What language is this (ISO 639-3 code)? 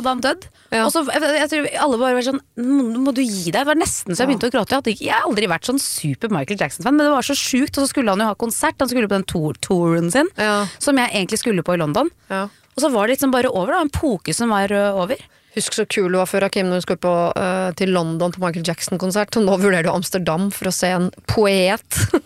nor